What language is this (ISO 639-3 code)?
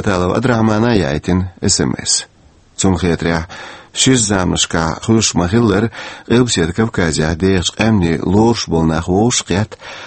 che